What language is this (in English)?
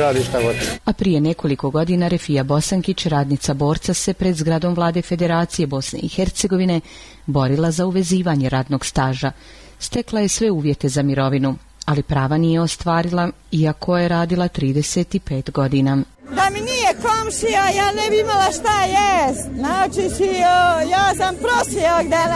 Bosnian